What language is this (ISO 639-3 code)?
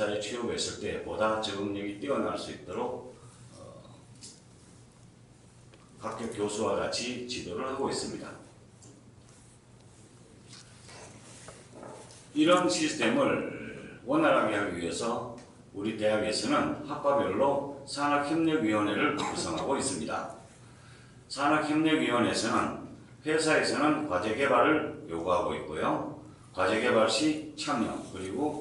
kor